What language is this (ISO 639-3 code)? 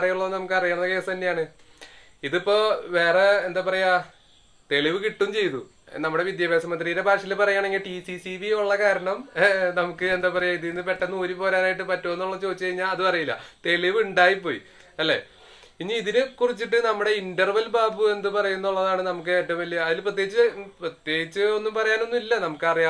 mal